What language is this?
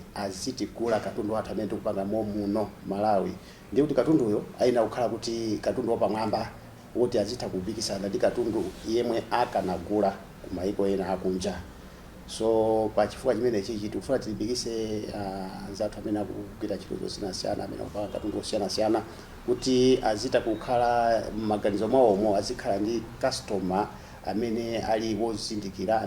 Nyanja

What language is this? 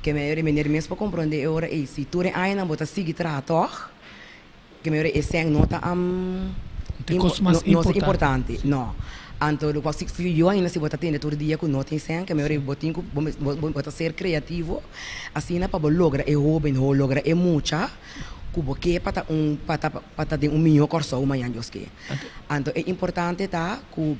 Papiamento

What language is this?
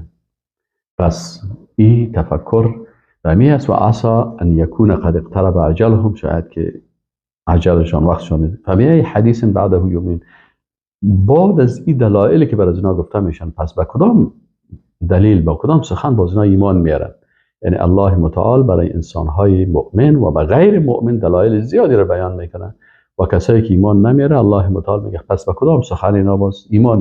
Persian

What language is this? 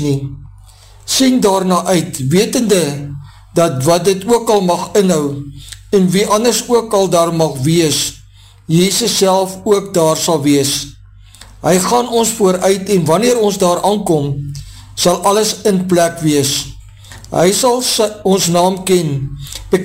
Afrikaans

